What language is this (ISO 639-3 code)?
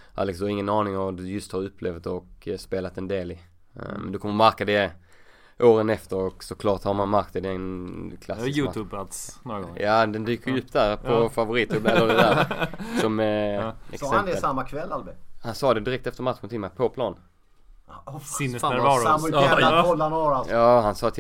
swe